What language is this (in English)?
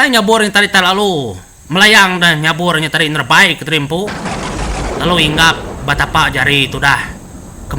Iban